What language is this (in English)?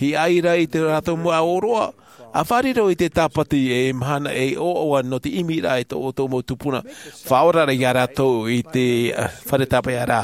Tahitian